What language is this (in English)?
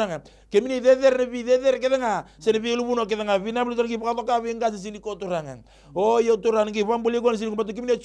Fijian